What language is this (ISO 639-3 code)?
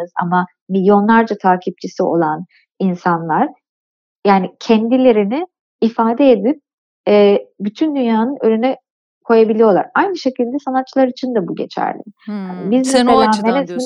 tur